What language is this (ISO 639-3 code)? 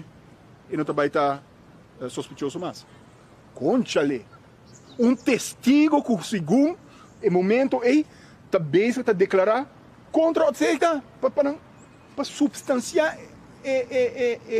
pap